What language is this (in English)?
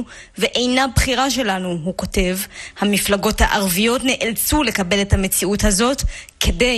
Hebrew